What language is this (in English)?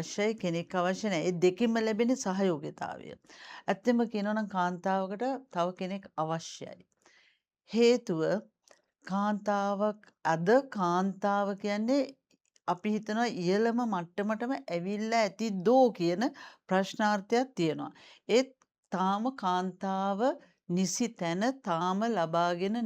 Sinhala